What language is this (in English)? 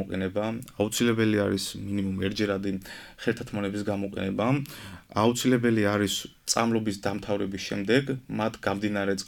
Georgian